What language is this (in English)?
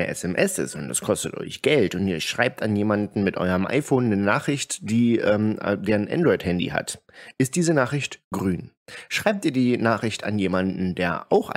German